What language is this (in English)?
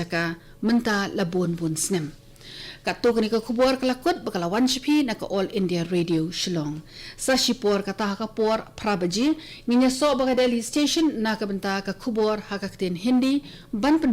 Khasi